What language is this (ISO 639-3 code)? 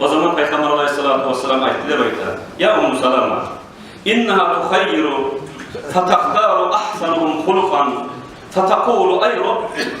kum